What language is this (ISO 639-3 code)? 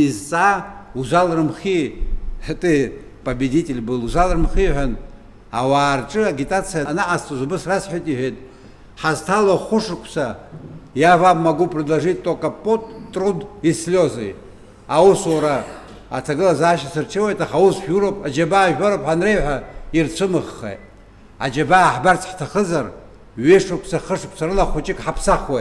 abk